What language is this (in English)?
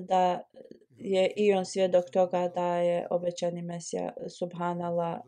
Bosnian